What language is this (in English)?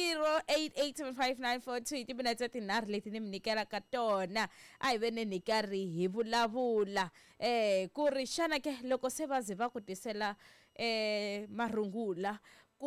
Tsonga